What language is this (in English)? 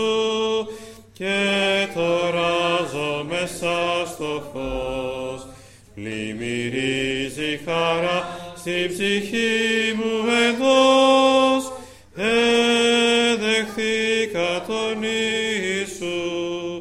Greek